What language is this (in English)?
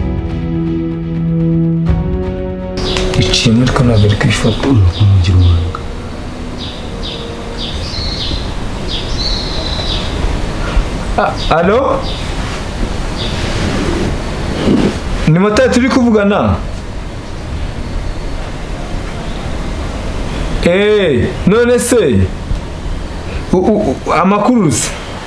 Kinyarwanda